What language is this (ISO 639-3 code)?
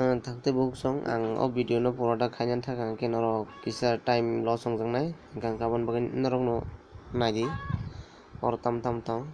trp